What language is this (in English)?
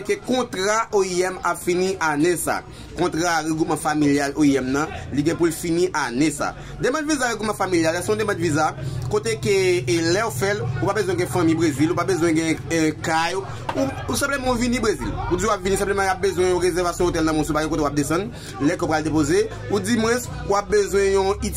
Haitian Creole